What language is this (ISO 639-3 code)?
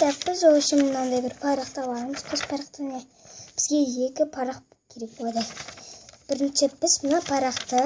kaz